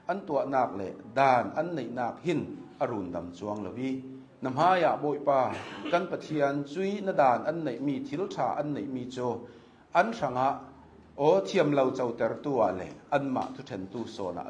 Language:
Hakha Chin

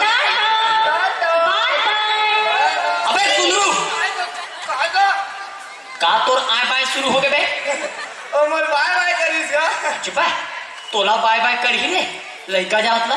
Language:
Chhattisgarhi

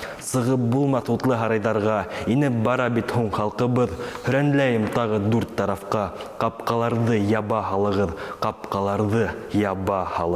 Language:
Bashkir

